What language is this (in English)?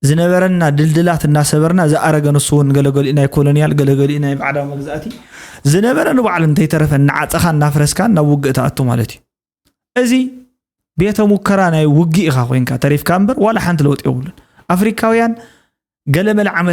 Tigrinya